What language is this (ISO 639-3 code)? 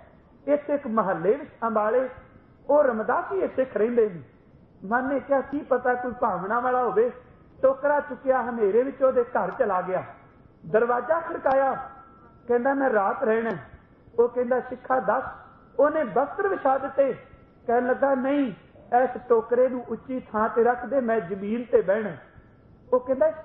pan